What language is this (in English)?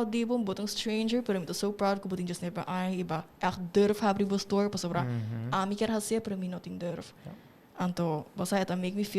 Papiamento